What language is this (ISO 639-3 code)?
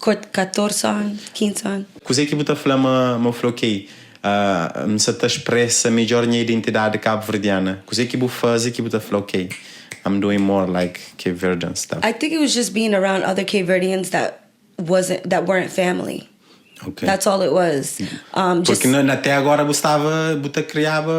kea